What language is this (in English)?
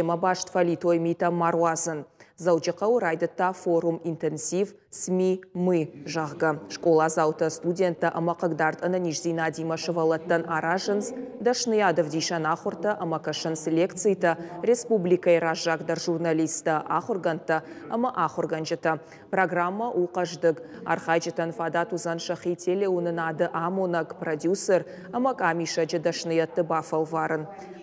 Ossetic